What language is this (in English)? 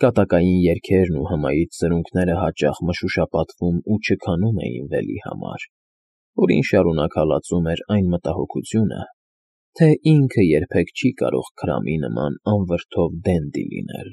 Armenian